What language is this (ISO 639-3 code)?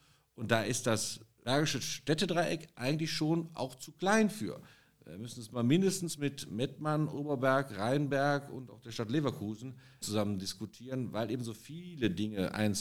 deu